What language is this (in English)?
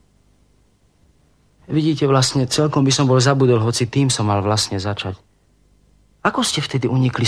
Slovak